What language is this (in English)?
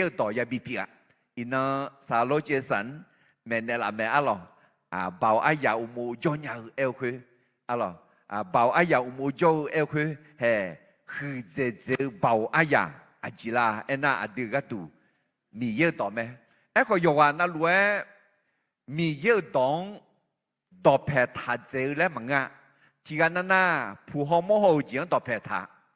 Akha